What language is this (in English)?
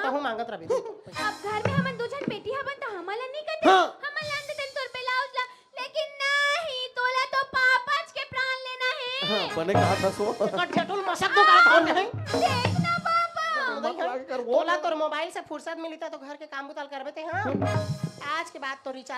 Chhattisgarhi